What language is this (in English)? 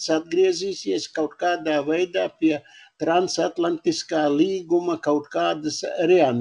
Latvian